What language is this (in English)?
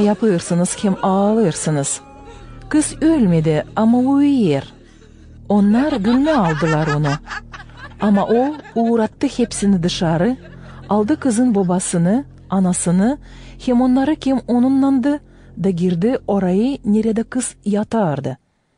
Gagauz